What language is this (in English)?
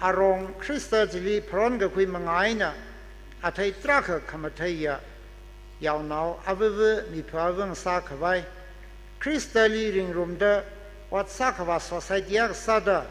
Tangkhul Naga (India)